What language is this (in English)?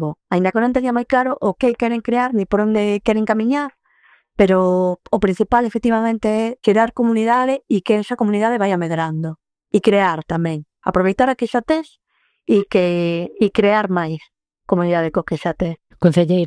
Galician